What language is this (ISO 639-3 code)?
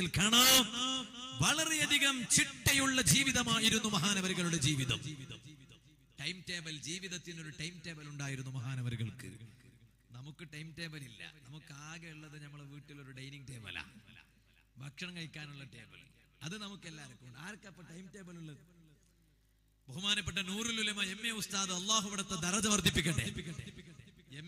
mal